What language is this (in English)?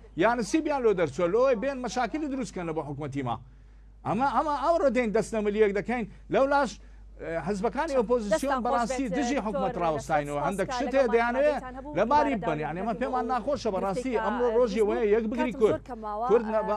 Central Kurdish